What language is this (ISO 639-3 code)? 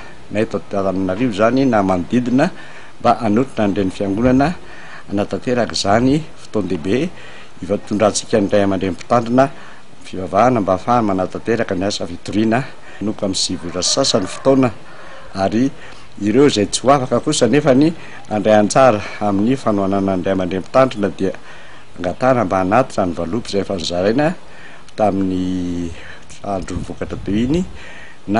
mlg